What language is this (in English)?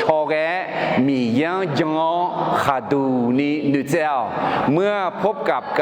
Akha